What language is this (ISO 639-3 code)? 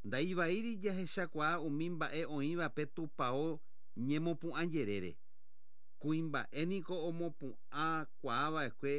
grn